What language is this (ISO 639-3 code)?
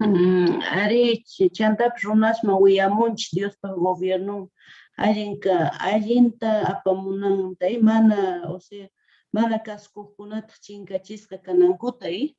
quh